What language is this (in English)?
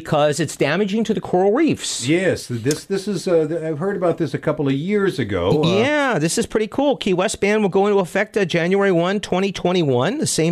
English